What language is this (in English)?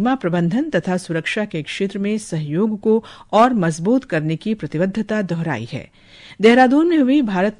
Hindi